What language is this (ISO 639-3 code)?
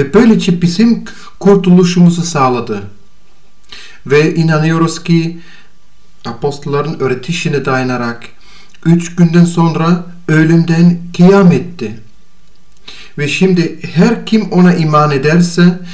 tur